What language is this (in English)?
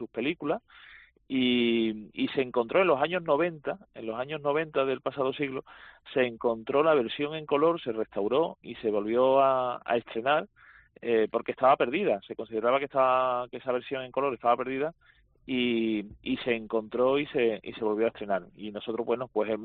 Spanish